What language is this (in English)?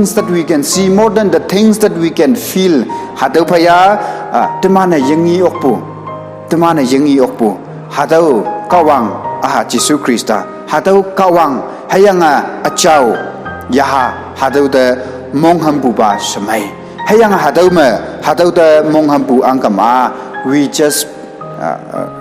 Konyak Naga